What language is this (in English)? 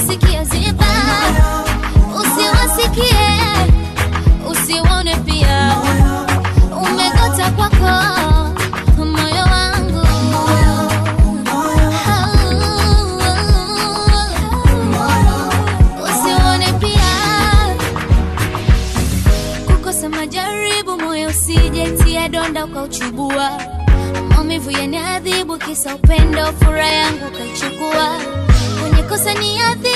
Swahili